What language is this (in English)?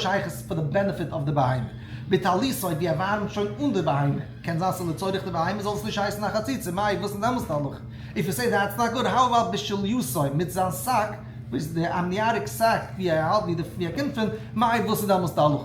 Yiddish